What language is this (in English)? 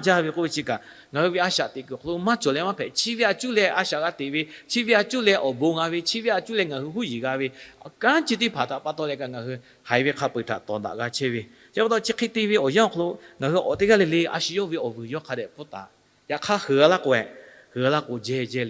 Lahu